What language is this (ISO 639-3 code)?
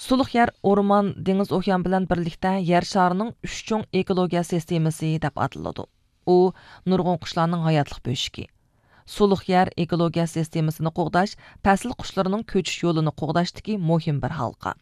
uig